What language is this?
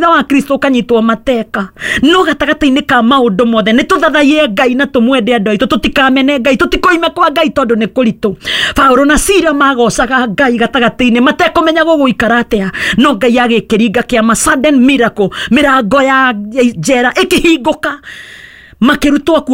Kikuyu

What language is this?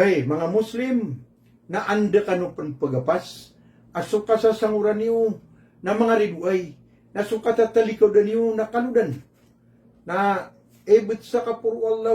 Maranao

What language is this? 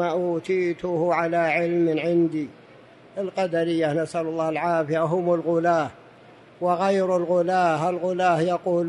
Arabic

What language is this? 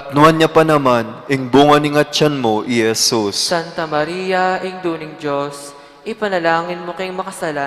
Pampanga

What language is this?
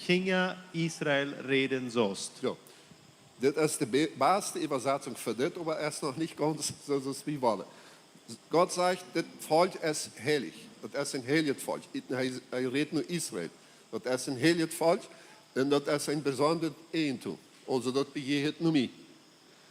Plautdietsch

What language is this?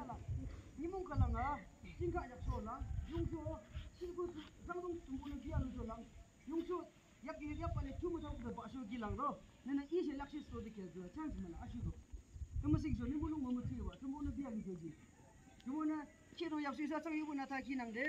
Yimchungru Naga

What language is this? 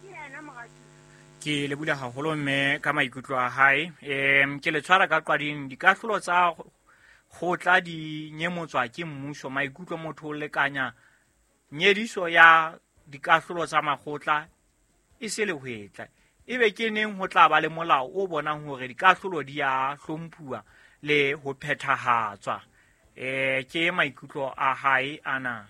Southern Sotho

